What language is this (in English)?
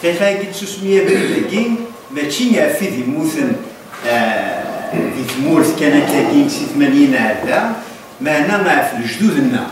Kabyle